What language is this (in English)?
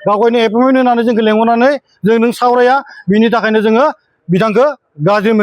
Bodo